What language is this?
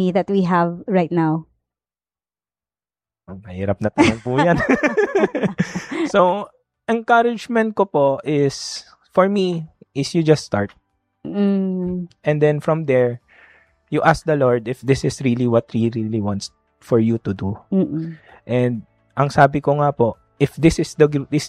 Filipino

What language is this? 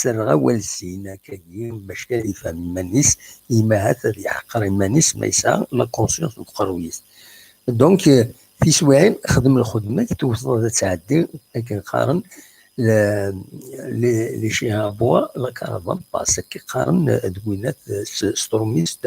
Kabyle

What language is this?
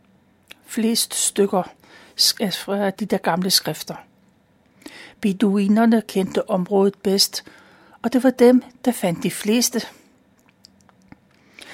Danish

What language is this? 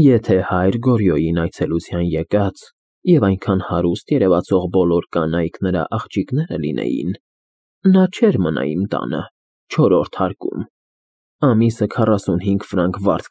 Armenian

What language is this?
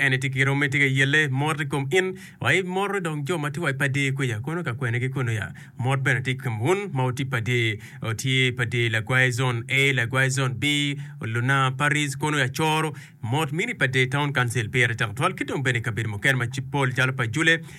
Acoli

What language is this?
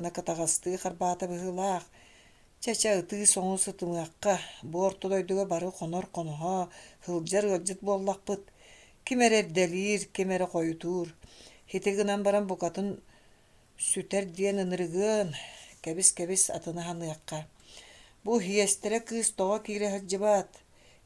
Yakut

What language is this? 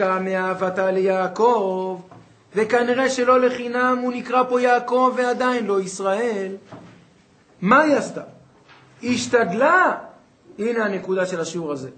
Hebrew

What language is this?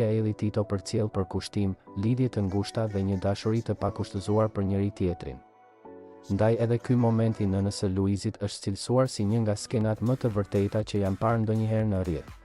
Albanian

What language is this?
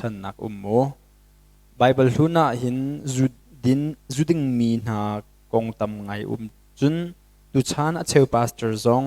Hakha Chin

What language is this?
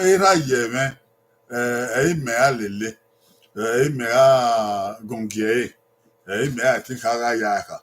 Bini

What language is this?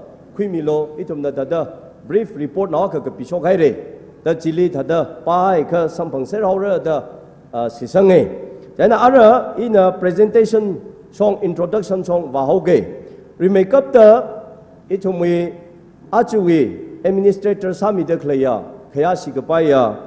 Tangkhul Naga (India)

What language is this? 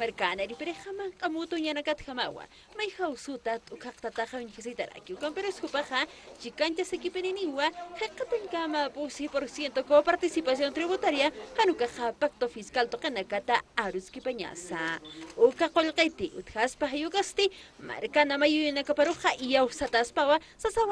Aymara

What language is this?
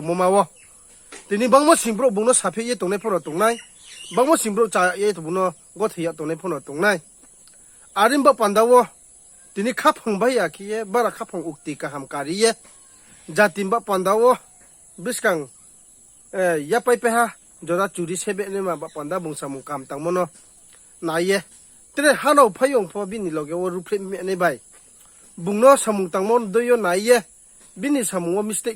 Riang (India)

